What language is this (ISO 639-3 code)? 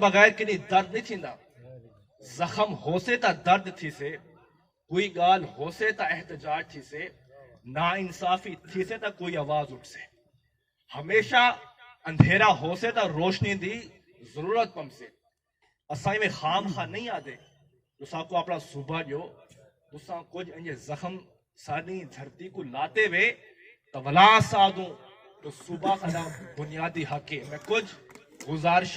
skr